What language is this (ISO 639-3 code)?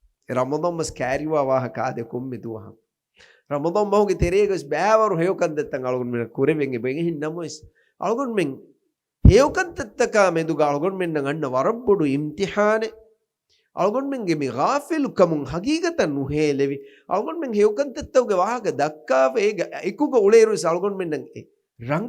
div